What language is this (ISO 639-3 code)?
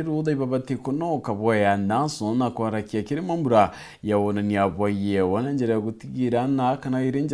mer